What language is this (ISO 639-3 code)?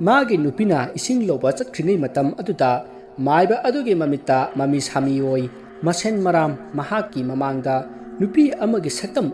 mni